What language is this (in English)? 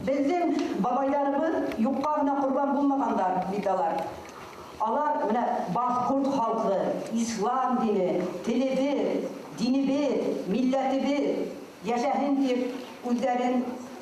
Bashkir